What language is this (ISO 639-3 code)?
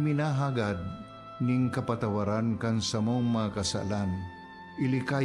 bik